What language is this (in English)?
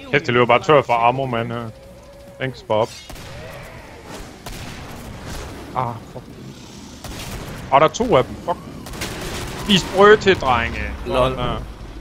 Danish